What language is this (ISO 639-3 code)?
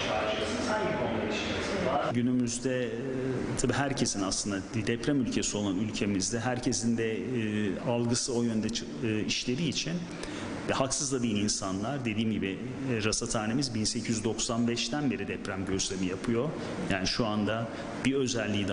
tur